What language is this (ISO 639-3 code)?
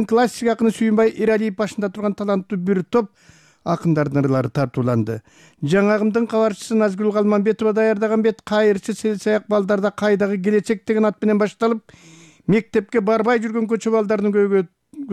kir